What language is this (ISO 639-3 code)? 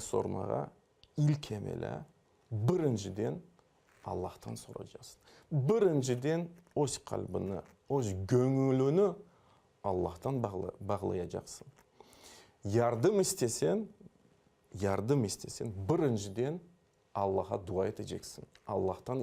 crh